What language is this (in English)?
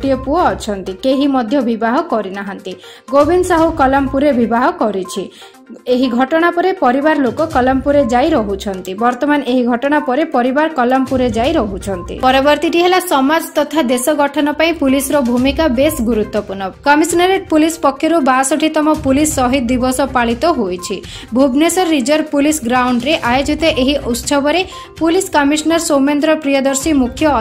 Odia